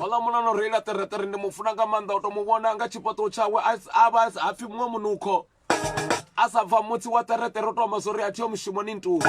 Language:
Venda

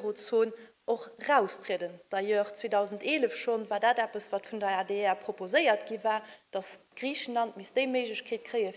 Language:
Luxembourgish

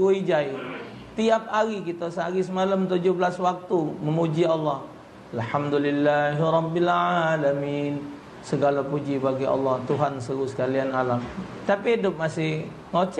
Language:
Musi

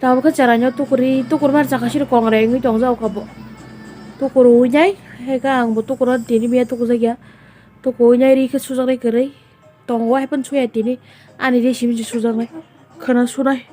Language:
Kok Borok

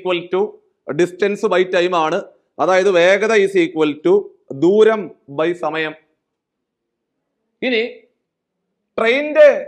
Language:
Malayalam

